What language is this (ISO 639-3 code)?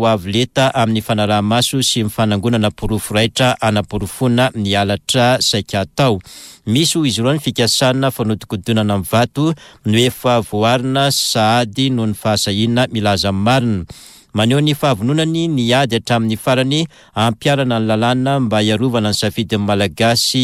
mlg